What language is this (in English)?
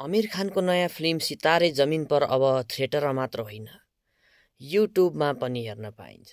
Nepali